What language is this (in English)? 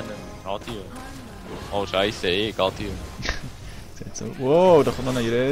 Swiss German